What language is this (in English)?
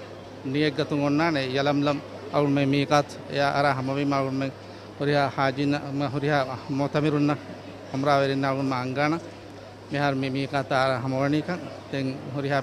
Divehi